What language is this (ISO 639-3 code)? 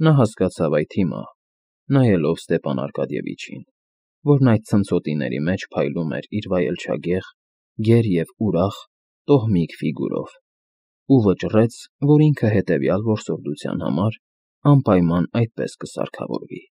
hye